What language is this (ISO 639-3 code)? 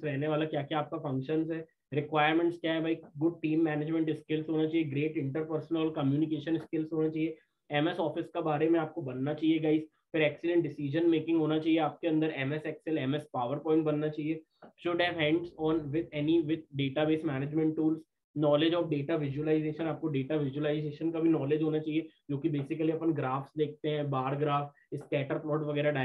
hin